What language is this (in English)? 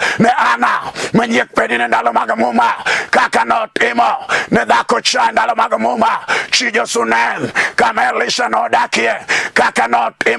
Luo (Kenya and Tanzania)